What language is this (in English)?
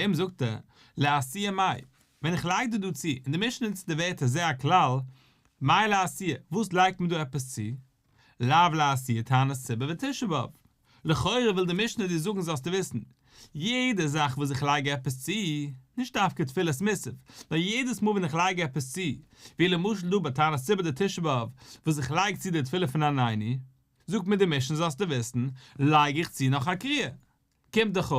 Yiddish